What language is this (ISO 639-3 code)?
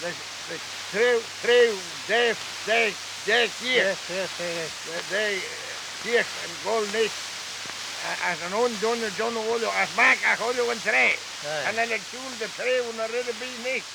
glv